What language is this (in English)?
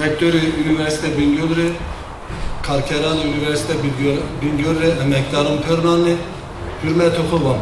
Zaza